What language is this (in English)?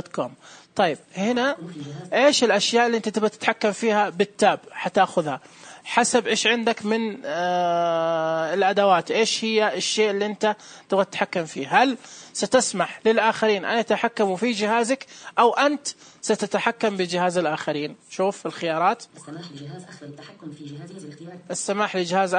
Najdi Arabic